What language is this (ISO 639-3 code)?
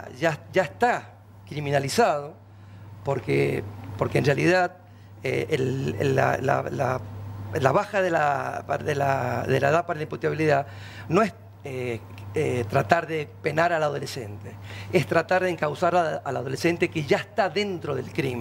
spa